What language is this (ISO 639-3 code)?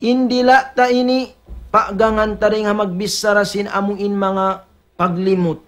tsg